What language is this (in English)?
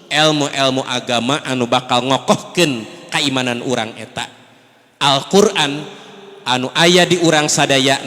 Sundanese